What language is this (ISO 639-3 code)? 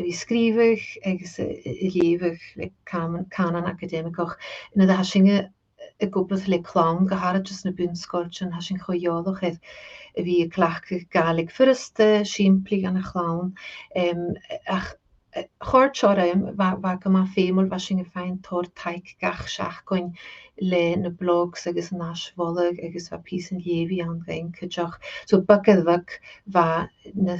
gla